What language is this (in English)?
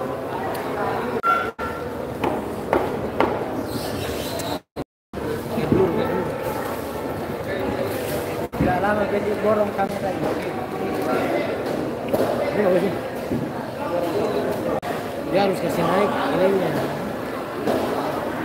Indonesian